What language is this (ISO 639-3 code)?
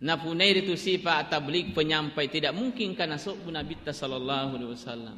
bug